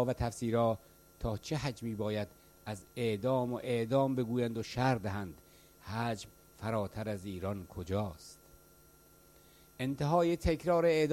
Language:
Persian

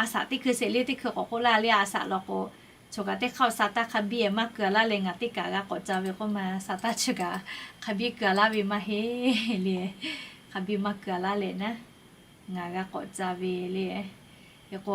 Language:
Lahu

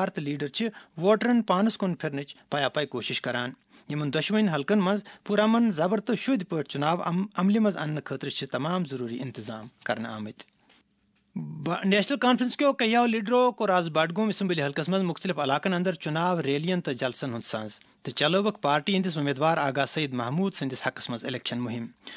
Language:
Kashmiri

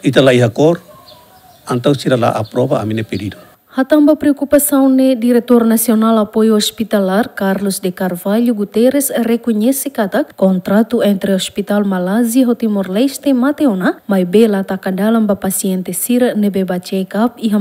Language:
Tetum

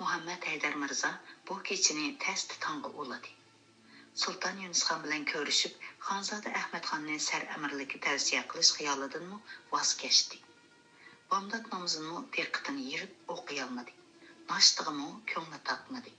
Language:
Uyghur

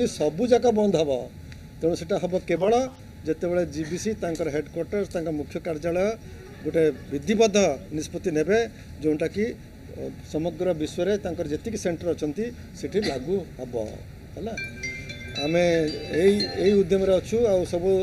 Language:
Odia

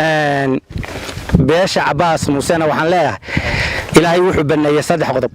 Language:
Somali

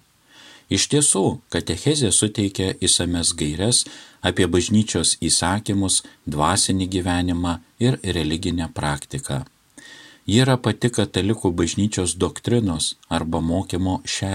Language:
Lithuanian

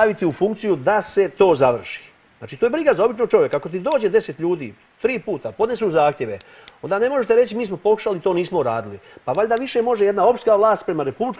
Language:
Serbian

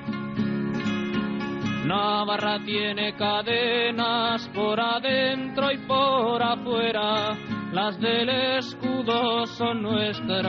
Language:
Basque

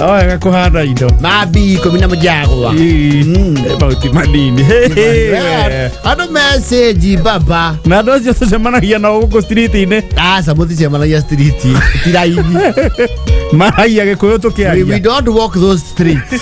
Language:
Kikuyu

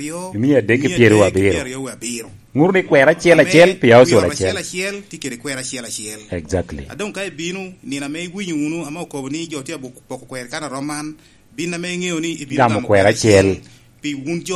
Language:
Lango (Uganda)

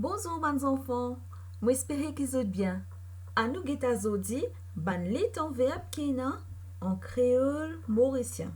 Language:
Morisyen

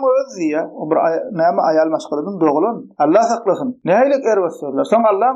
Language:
Turkmen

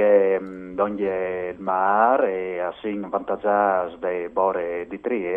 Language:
Friulian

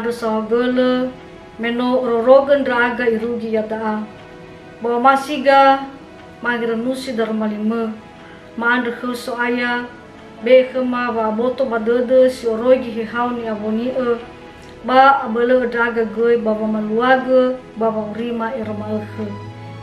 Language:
Nias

